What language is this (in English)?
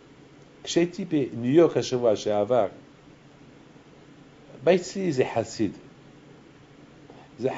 Hebrew